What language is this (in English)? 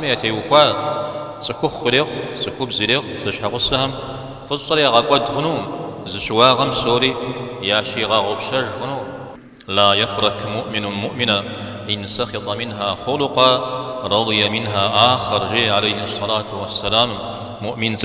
Kabardian